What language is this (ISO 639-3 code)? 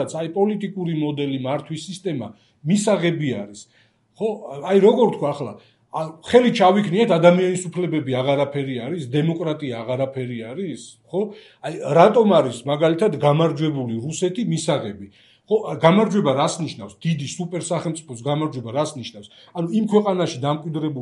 kat